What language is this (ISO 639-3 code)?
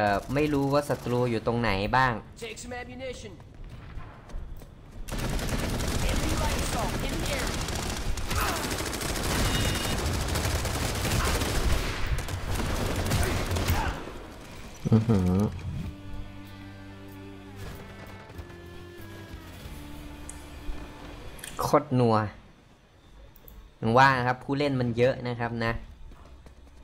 tha